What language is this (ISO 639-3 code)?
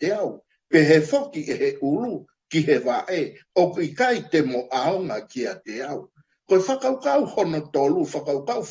ton